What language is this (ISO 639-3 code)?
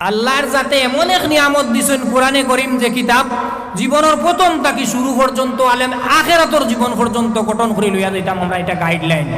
syl